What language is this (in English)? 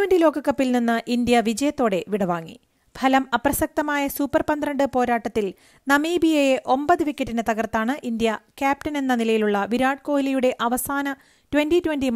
Malayalam